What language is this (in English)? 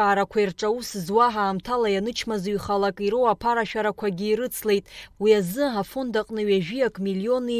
Abkhazian